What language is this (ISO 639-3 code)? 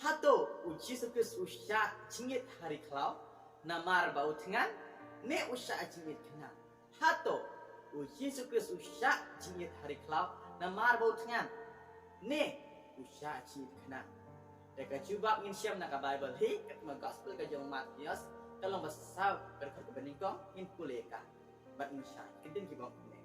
kha